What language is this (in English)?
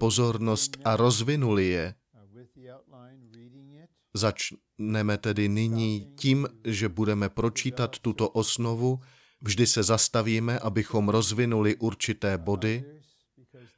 Czech